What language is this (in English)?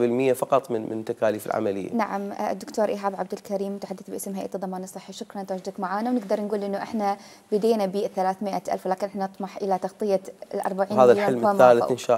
Mesopotamian Arabic